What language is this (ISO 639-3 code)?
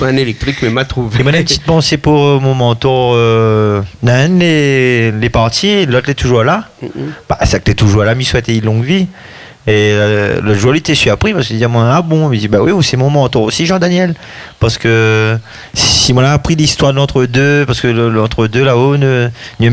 rcf